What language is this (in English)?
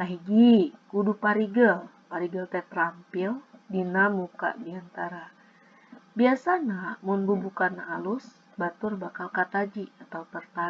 Sundanese